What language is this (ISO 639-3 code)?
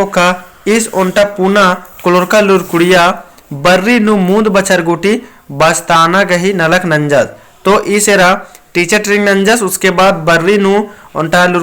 kru